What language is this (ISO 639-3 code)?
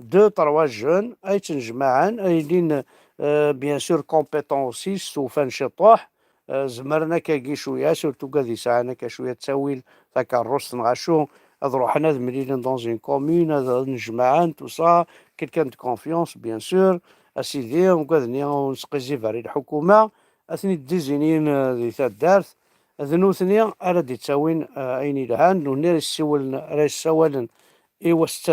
kab